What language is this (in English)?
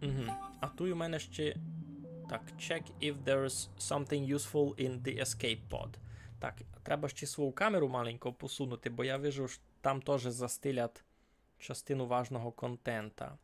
Rusyn